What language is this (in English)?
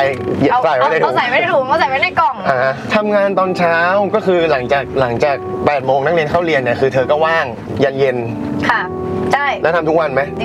Thai